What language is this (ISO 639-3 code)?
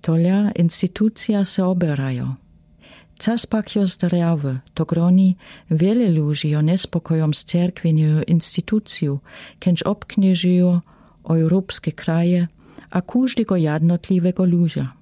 dsb